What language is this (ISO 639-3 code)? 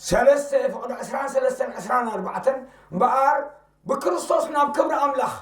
tir